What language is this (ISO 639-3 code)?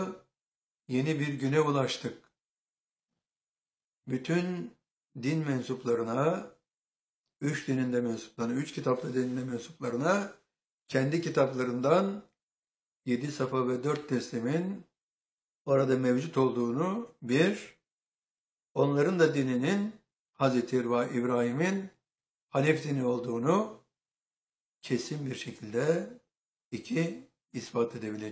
tur